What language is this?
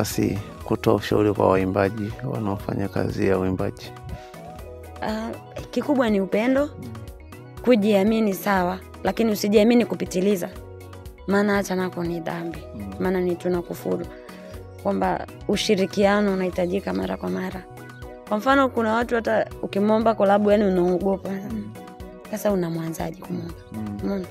Swahili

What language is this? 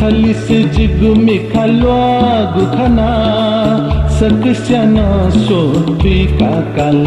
Newari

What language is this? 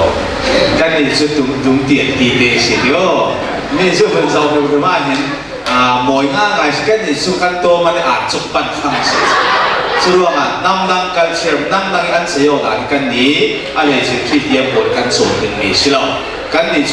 Falam Chin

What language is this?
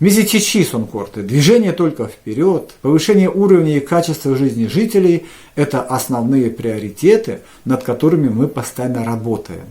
Erzya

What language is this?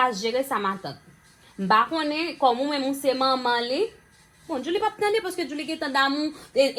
Haitian Creole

